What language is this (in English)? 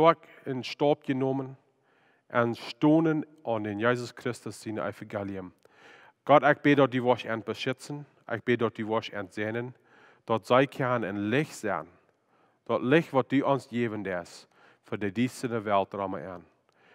Plautdietsch